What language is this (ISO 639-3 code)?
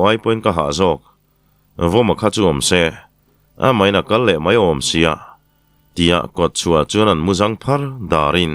lus